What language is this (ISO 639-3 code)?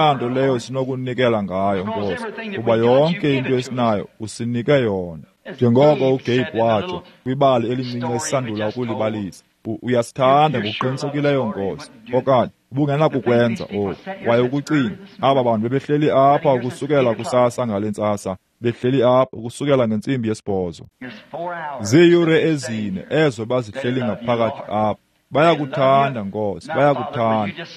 xho